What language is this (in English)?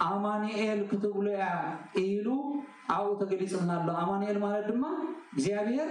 Tigrinya